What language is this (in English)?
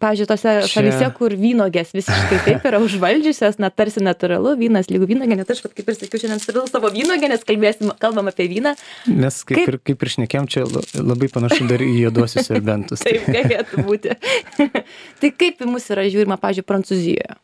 Lithuanian